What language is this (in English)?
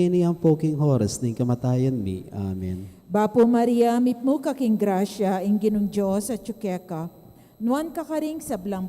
Pampanga